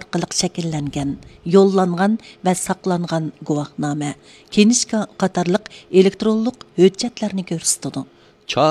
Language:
Uyghur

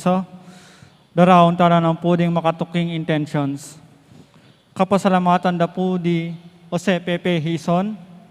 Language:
Pampanga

